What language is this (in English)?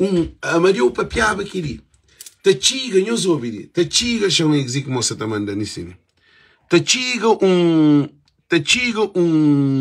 Kabuverdianu